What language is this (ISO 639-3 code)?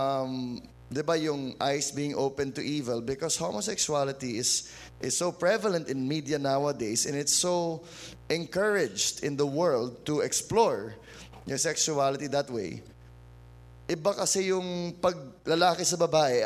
fil